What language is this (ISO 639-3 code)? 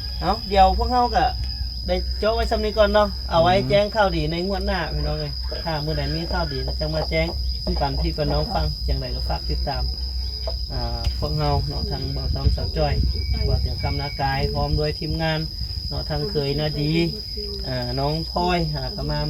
lao